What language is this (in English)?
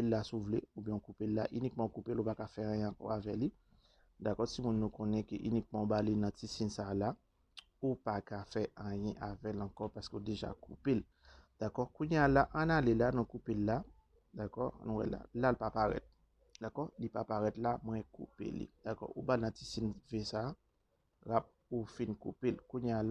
Haitian Creole